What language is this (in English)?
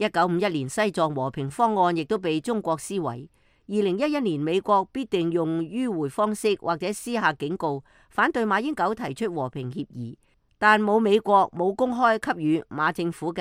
Cantonese